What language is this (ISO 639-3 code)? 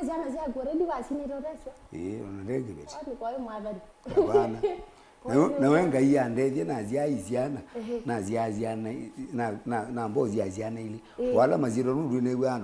kam